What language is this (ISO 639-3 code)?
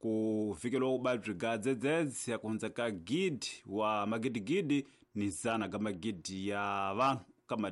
tso